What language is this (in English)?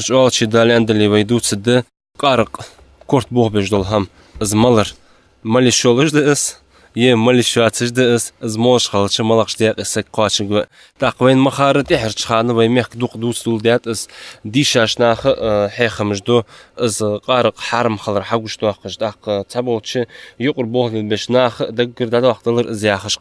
Ingush